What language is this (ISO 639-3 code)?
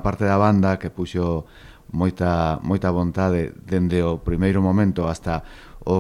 glg